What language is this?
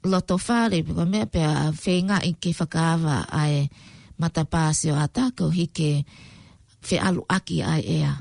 Tongan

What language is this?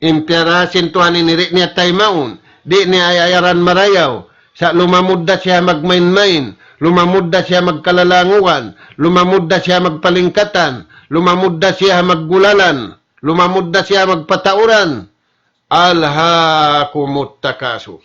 Tausug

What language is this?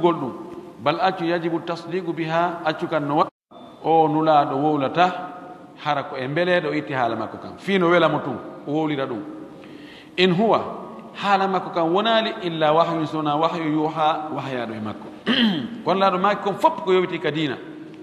Pular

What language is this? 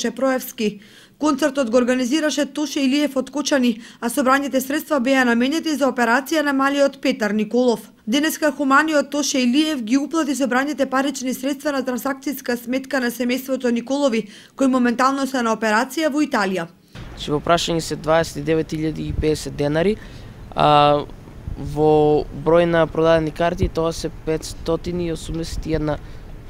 Macedonian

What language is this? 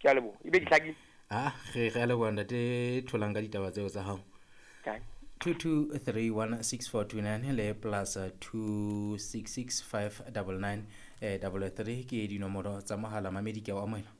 Southern Sotho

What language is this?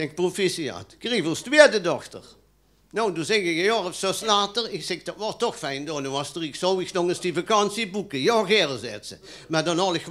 Limburgish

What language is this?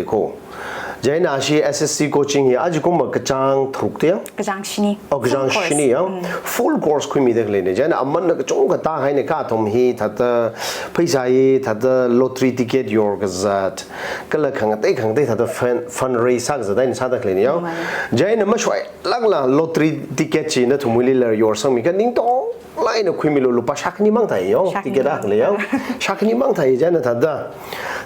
Tangkhul Naga (India)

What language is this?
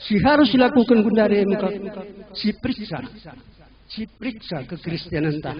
Batak Karo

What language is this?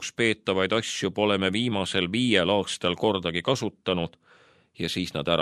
Estonian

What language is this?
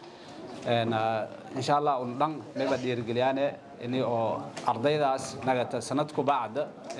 Somali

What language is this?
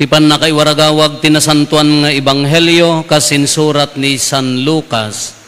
Iloko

